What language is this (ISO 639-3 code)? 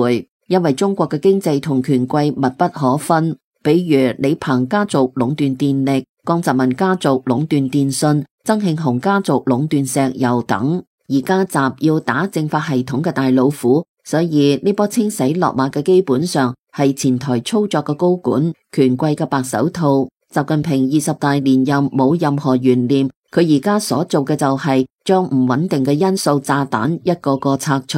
yue